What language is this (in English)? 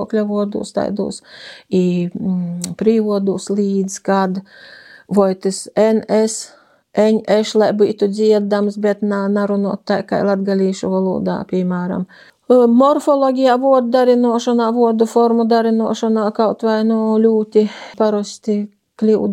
Latvian